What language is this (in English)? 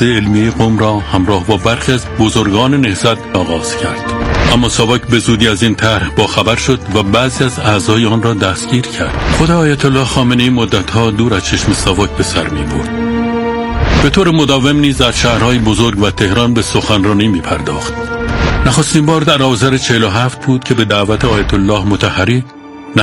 Persian